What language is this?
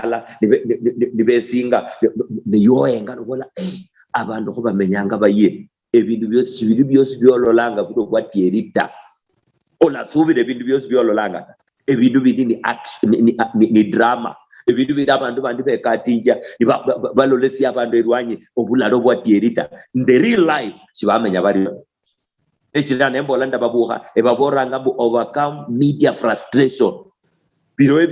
Luyia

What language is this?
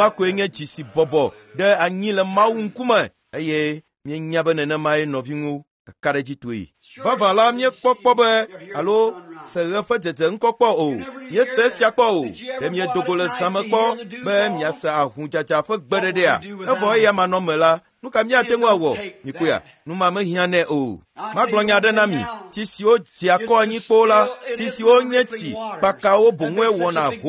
Ewe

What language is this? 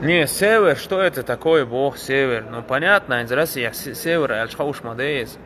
Chechen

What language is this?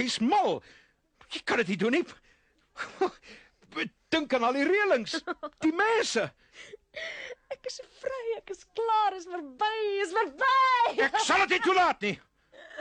Afrikaans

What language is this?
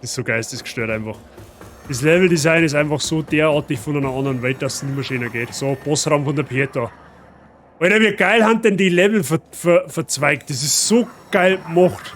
Bavarian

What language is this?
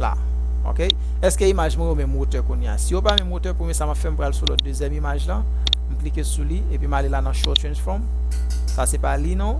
Haitian Creole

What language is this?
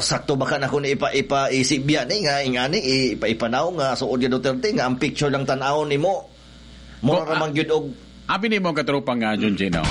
Cebuano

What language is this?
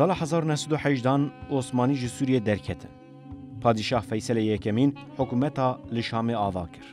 Kurdish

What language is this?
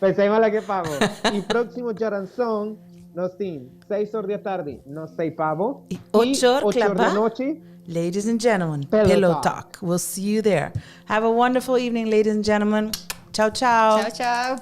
Papiamento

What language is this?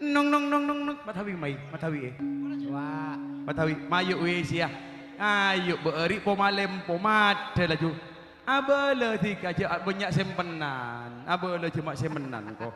Madurese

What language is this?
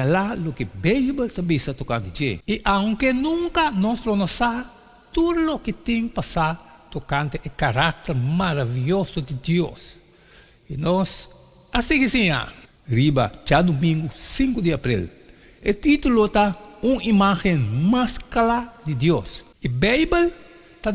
Papiamento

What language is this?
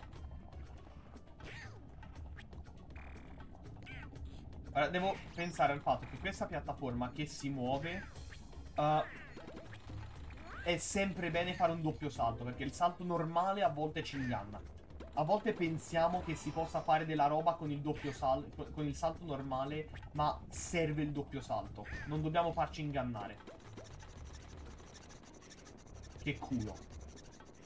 Italian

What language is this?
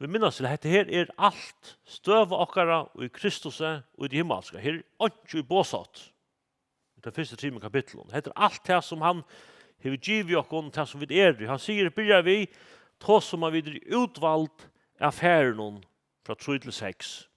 Faroese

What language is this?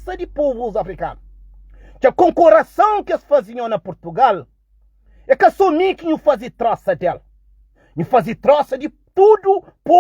Kabuverdianu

